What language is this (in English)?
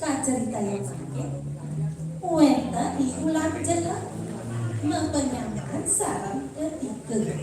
Balinese